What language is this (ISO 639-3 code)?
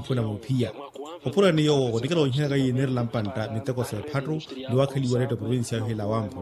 vmw